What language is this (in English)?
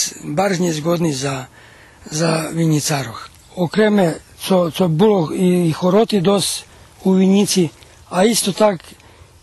Rusyn